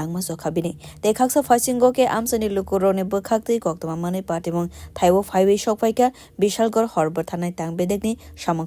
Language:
Kok Borok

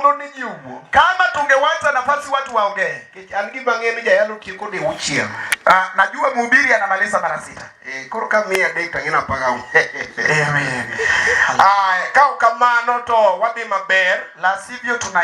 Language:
Luo (Kenya and Tanzania)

